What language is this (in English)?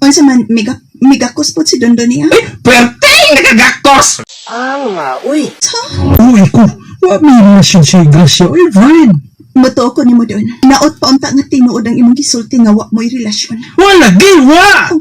Cebuano